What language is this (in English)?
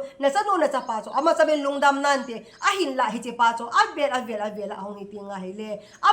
Thado Chin